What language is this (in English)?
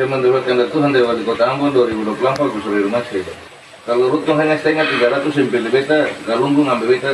Ambonese Malay